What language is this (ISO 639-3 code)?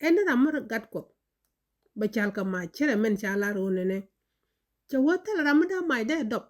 nus